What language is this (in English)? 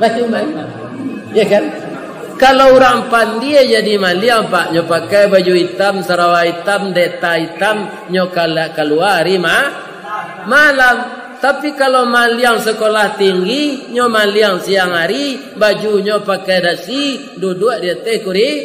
Minangkabau